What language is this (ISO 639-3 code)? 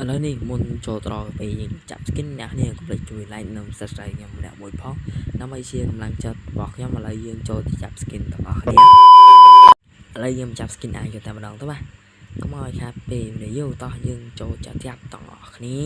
khm